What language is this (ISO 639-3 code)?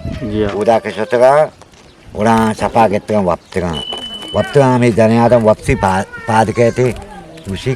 bgp